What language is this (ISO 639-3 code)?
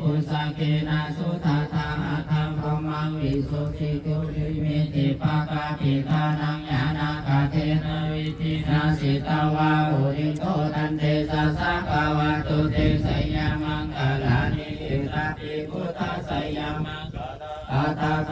pli